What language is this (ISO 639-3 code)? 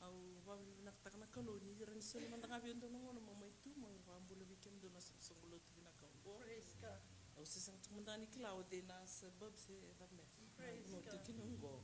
fij